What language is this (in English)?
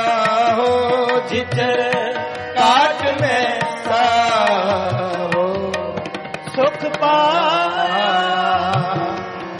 Punjabi